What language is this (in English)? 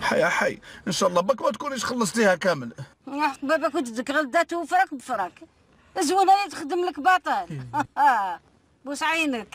Algerian Arabic